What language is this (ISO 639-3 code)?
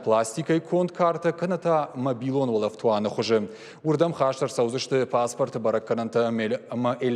oss